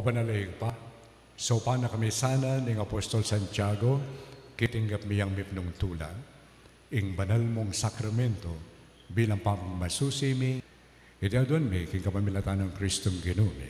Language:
Pampanga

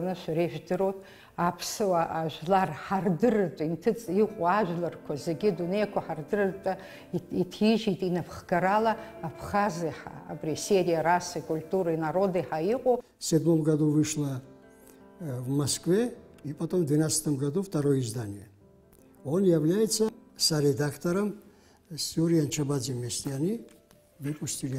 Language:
Abkhazian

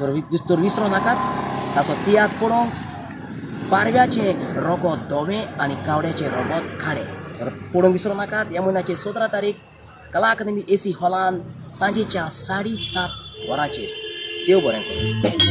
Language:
Konkani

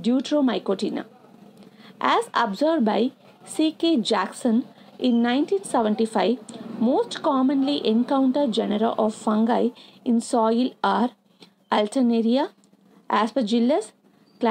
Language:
English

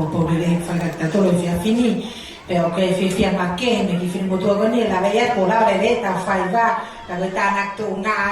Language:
Tongan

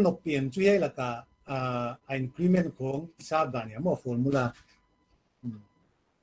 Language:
Paite Chin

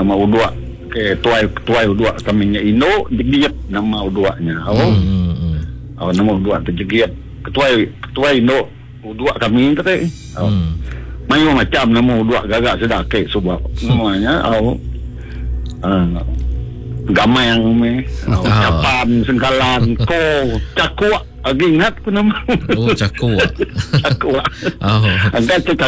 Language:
Iban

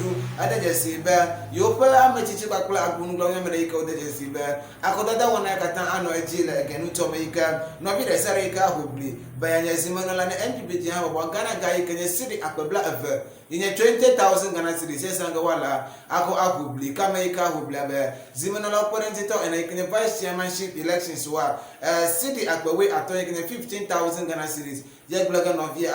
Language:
Ewe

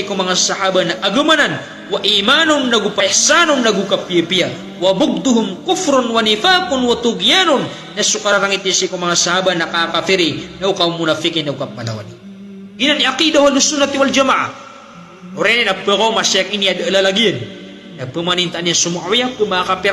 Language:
Maranao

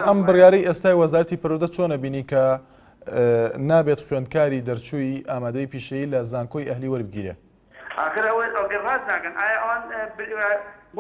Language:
Central Kurdish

